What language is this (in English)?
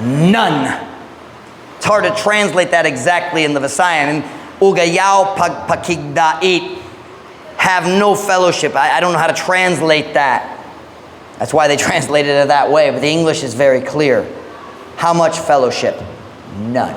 Cebuano